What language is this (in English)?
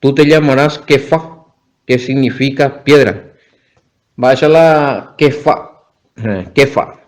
Guarani